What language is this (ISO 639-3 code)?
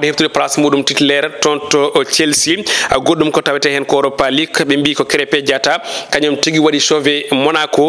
ful